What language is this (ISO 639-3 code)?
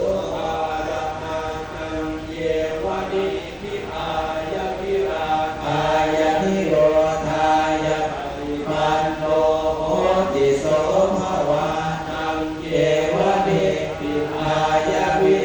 pli